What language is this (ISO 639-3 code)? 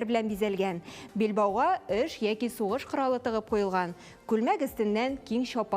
tat